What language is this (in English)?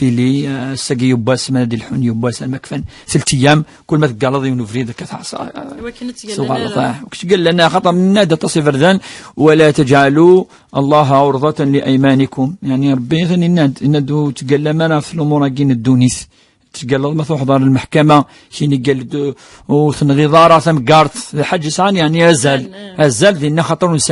Kabyle